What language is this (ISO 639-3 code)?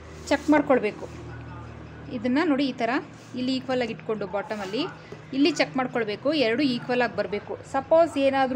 kan